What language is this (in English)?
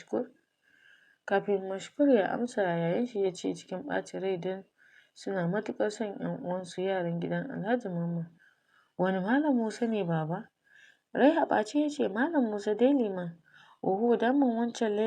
Hausa